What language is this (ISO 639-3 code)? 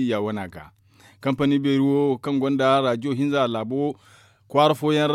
dje